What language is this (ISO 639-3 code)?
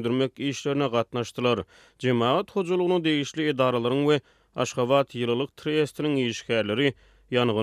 tuk